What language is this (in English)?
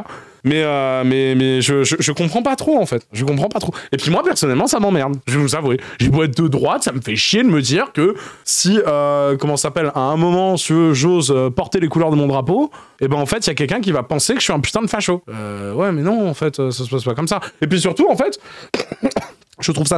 French